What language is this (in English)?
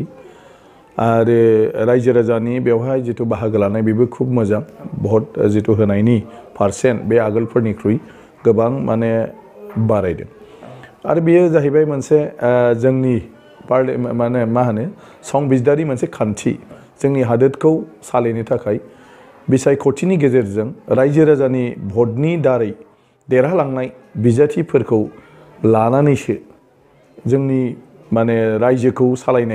Bodo